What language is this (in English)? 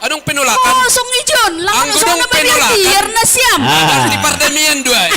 Batak Simalungun